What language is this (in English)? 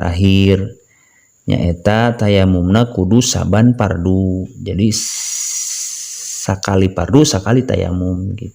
Sundanese